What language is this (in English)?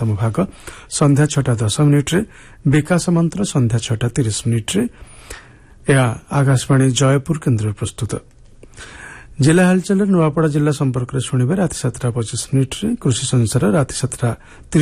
Odia